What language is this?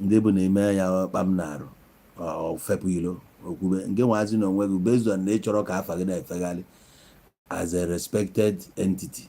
Igbo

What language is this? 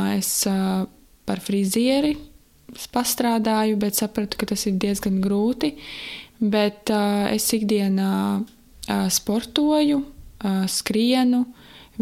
Latvian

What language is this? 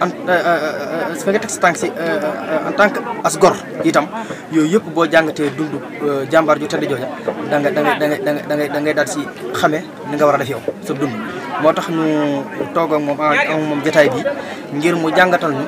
Wolof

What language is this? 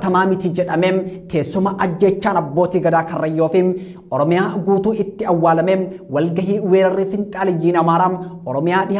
Oromo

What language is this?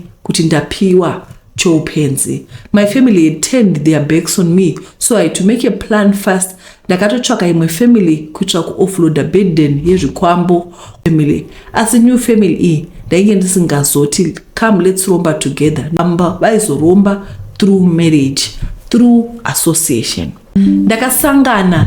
Shona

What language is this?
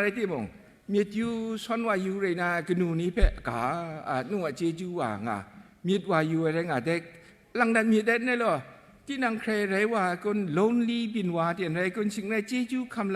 Kachin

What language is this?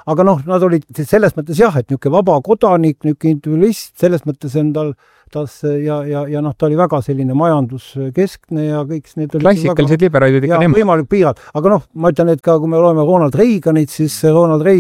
Estonian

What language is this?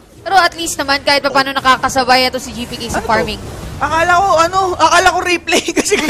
Filipino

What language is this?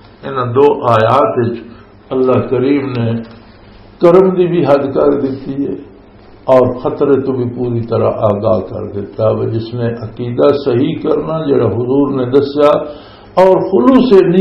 Western Panjabi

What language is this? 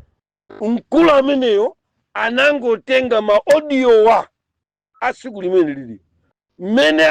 Nyanja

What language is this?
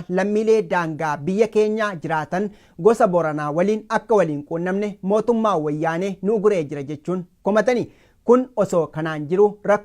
Oromo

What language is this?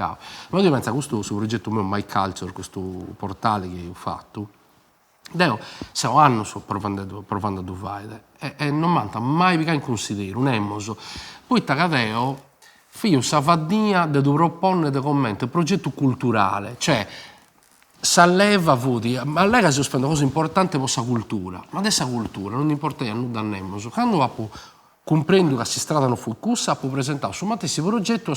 Sardinian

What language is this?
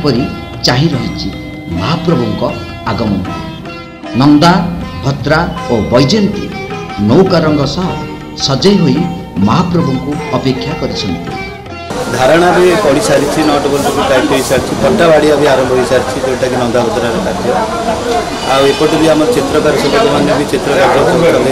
Odia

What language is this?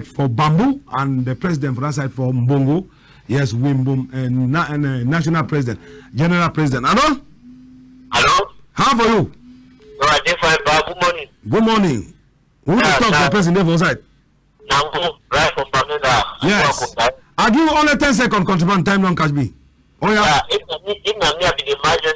Cameroon Pidgin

